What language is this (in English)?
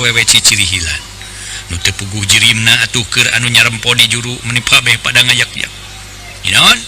Sundanese